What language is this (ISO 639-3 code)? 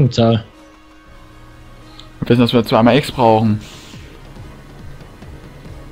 deu